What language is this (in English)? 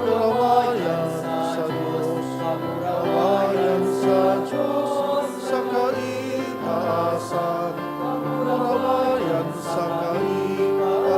Bikol